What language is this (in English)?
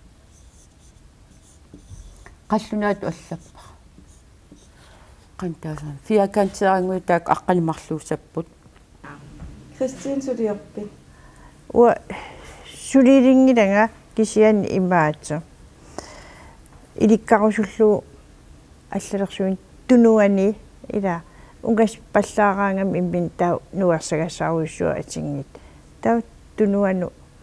Kalaallisut